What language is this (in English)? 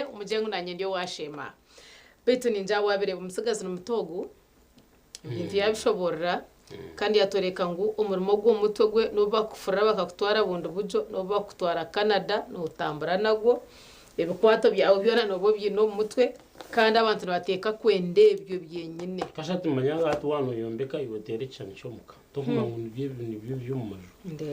Nyankole